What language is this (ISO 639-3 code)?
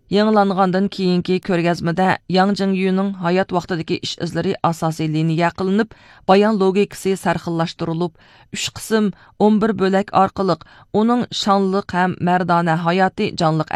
uig